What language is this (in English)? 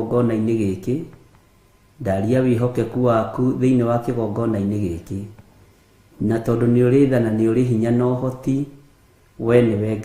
Kikuyu